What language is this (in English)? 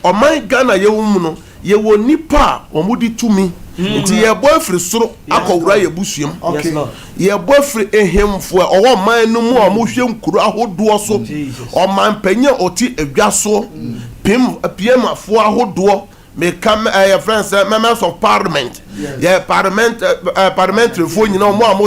Akan